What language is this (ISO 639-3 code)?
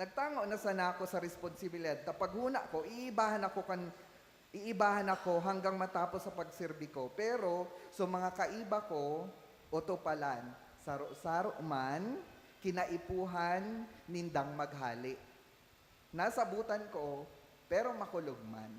bik